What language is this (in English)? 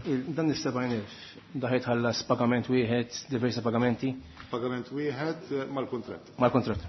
Maltese